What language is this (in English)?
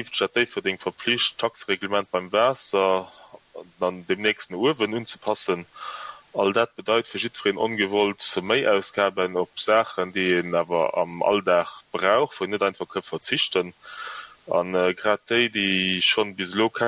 Luxembourgish